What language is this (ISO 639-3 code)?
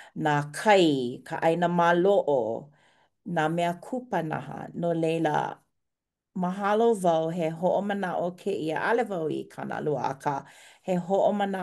haw